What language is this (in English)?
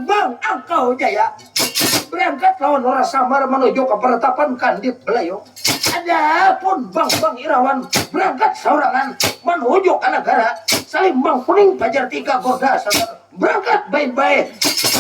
Banjar